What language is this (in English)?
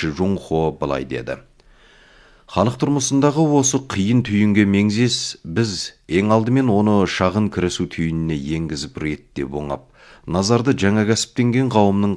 Kazakh